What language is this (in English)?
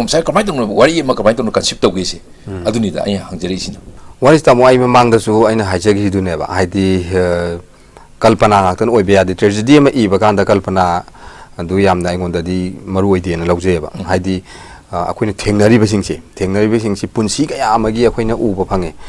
Manipuri